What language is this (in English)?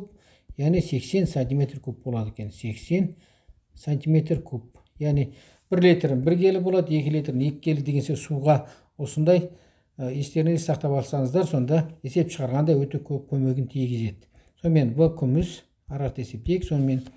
Kazakh